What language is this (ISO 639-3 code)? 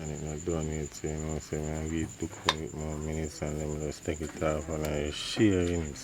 jam